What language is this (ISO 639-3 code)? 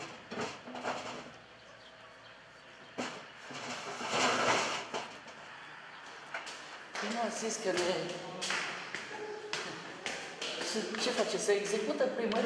ron